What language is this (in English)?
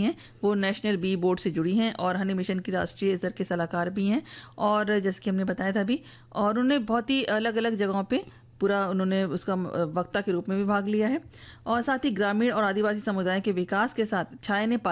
Hindi